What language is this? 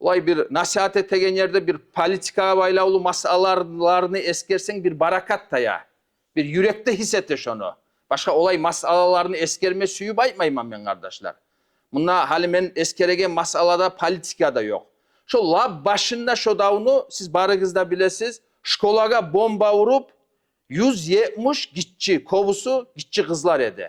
Kumyk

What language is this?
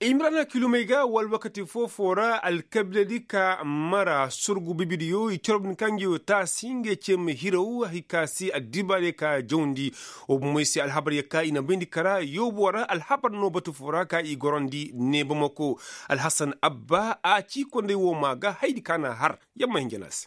Koyraboro Senni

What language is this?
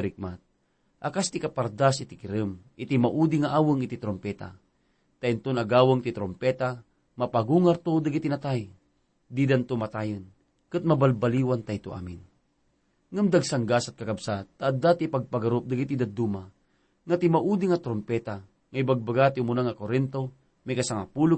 Iloko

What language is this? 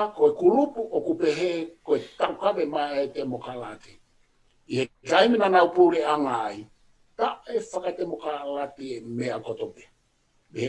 Tongan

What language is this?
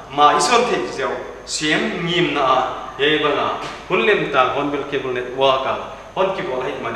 Paite Chin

